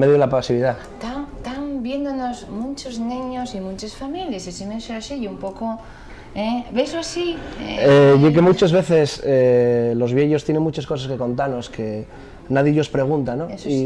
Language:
Asturian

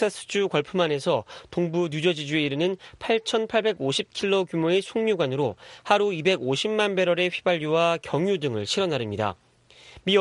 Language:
Korean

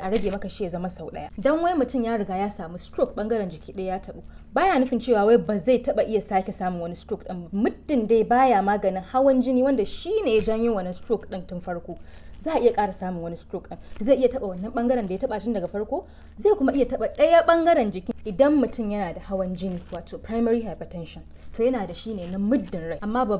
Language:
Hausa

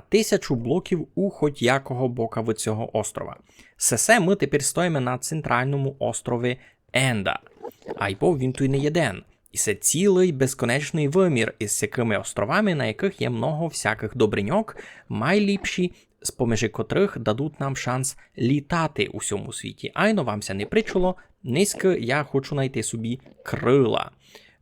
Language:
Rusyn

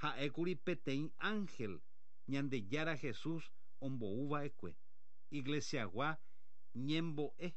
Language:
Guarani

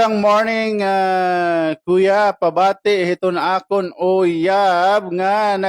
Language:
Waray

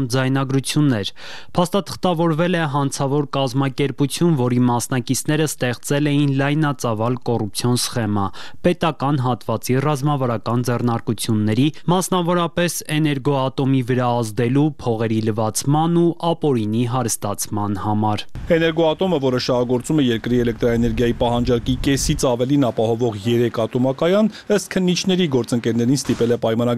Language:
Armenian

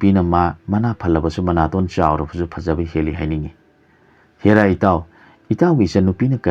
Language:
Manipuri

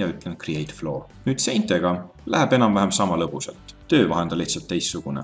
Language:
Estonian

